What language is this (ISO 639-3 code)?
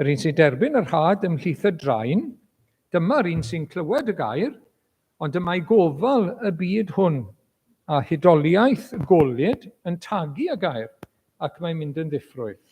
cym